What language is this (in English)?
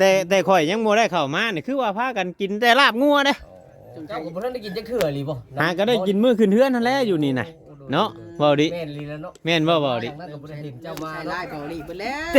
Northeastern Thai